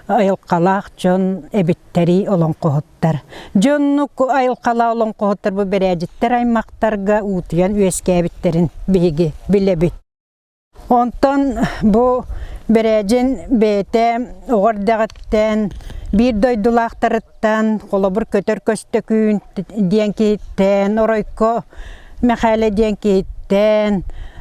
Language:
Yakut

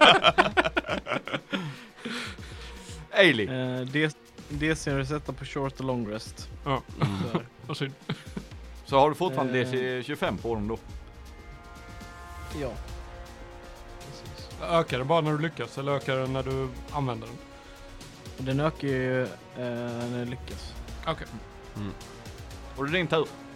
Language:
Swedish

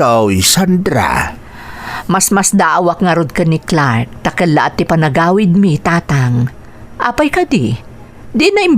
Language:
Iloko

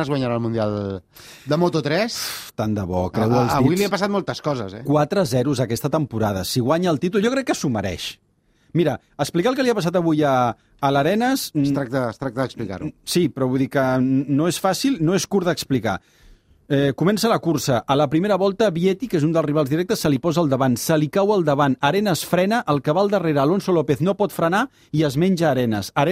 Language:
Catalan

